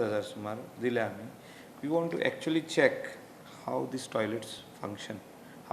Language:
Konkani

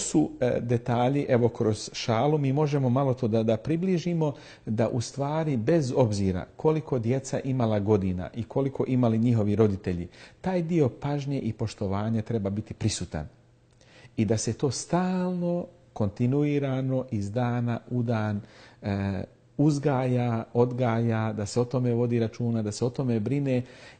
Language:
Bosnian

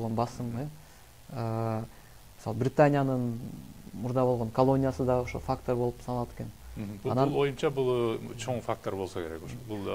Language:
Kyrgyz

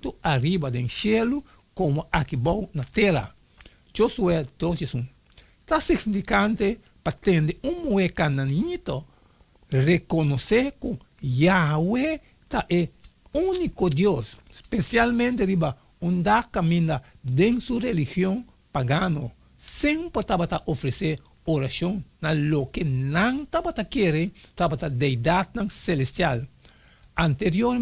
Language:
Papiamento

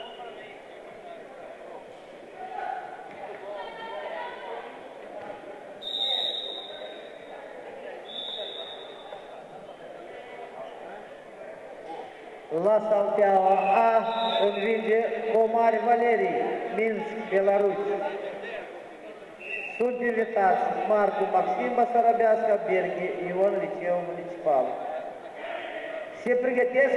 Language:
Romanian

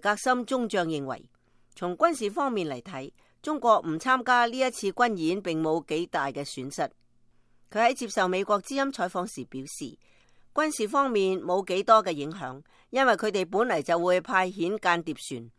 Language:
Cantonese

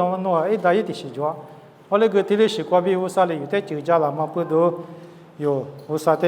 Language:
Lisu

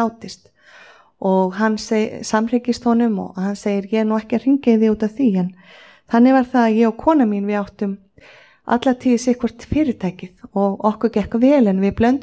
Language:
Icelandic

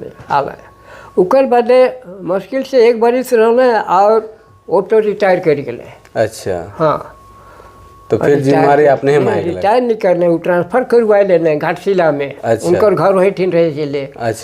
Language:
Sadri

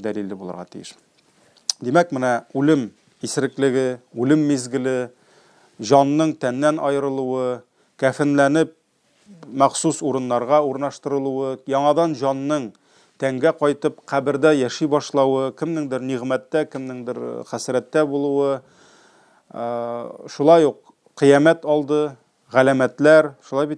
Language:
Tatar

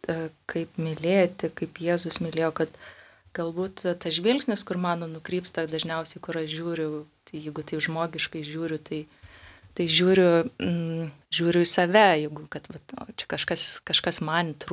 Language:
Lithuanian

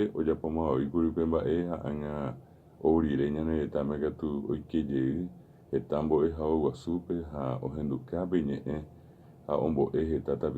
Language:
Guarani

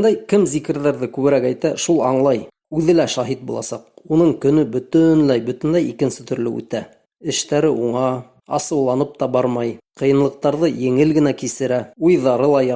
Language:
Bashkir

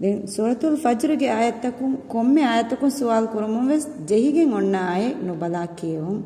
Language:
Divehi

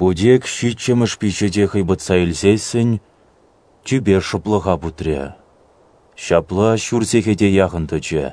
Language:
Chuvash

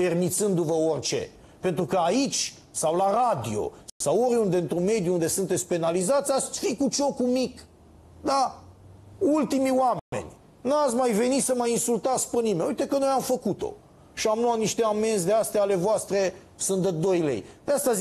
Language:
Romanian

